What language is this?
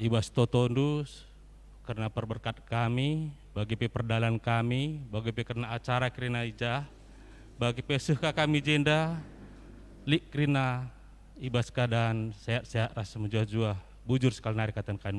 Batak Karo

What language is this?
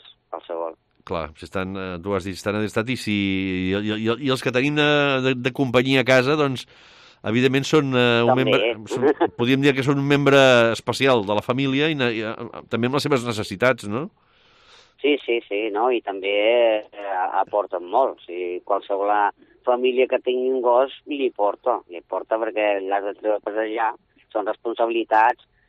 Catalan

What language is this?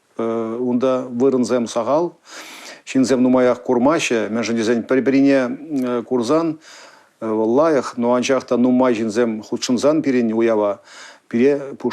Chuvash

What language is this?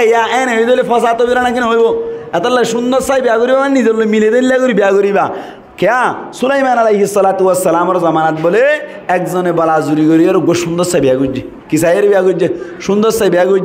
Rohingya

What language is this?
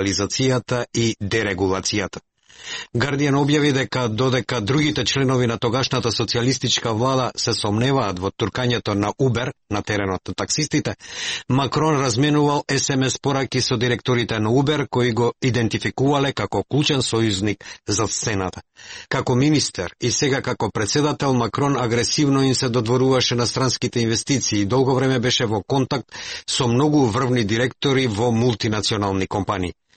Macedonian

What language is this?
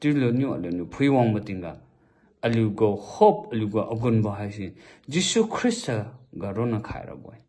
Liangmai Naga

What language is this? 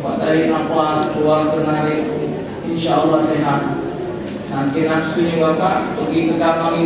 Musi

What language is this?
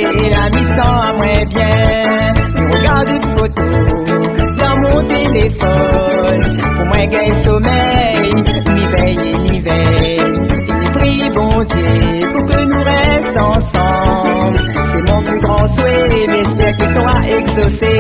Réunion Creole French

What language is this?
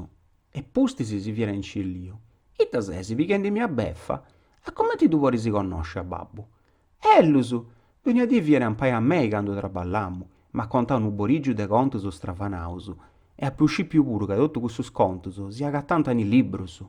Sardinian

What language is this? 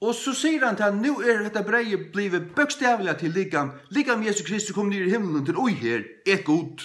Faroese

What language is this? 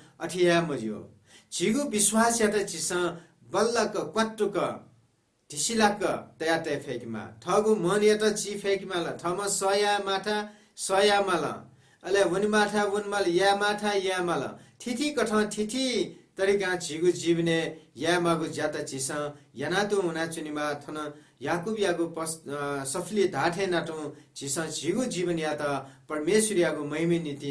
Newari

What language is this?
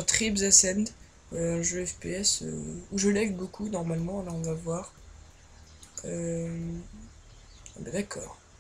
French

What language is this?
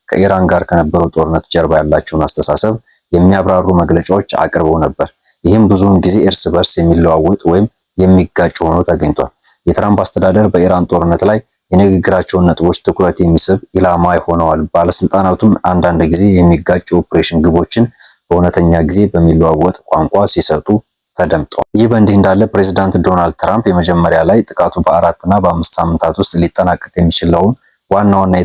Amharic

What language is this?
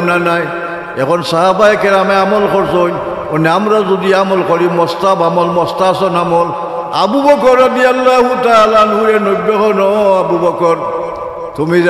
Sylheti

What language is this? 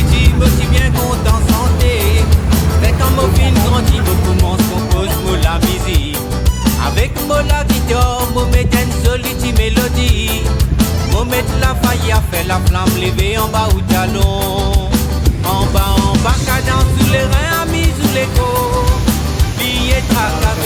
Réunion Creole French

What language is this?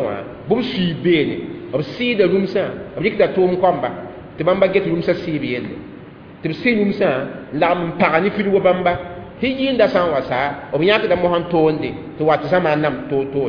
Mossi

